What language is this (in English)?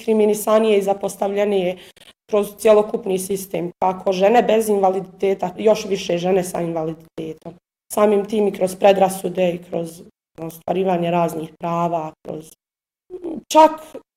Bosnian